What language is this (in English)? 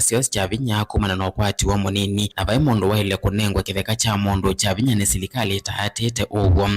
Kamba